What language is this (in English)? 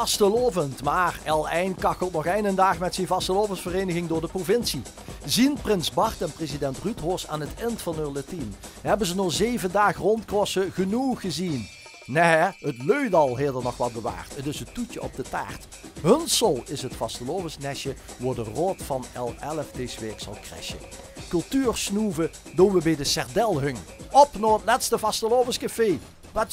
Limburgish